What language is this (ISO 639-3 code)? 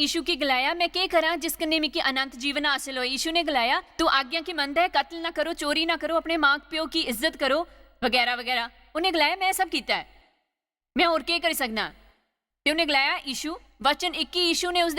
doi